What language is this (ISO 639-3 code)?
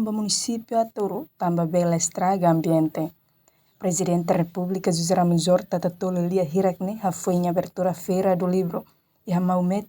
tet